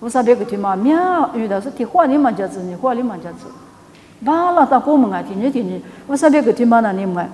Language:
Lisu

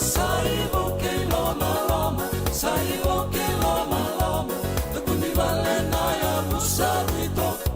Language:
Fijian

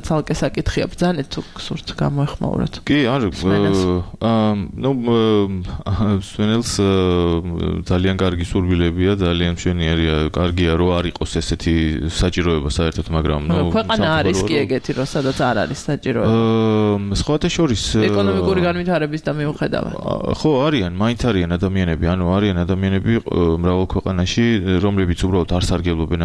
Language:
Georgian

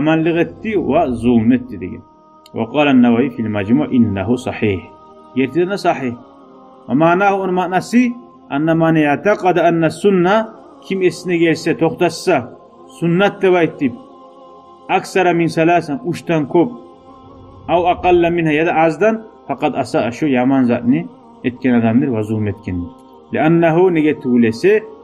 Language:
Kumyk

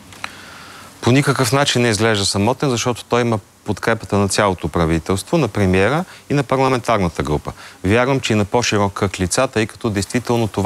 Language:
Bulgarian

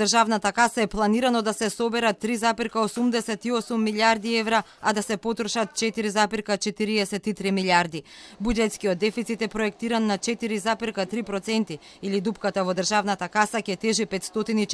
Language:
Macedonian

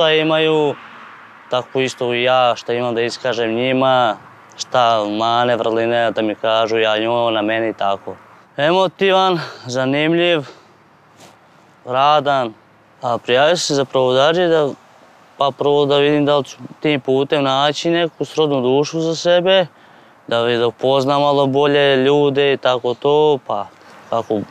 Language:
Serbian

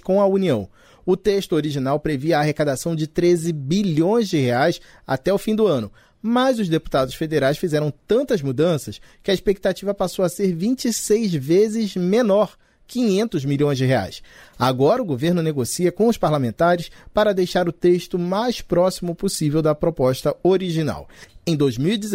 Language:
Portuguese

